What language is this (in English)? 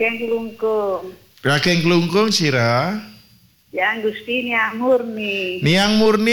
Balinese